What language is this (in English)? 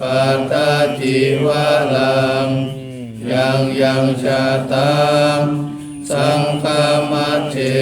Pali